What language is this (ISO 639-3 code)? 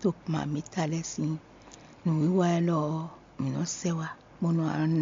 fon